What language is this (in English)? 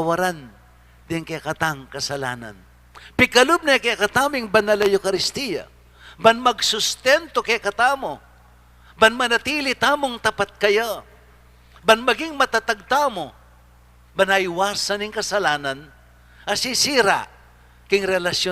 Pampanga